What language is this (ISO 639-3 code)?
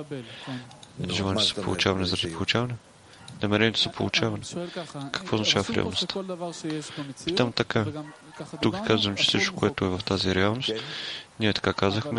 bul